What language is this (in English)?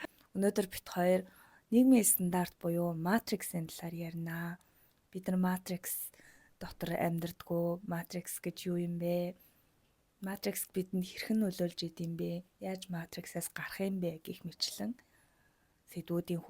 Mongolian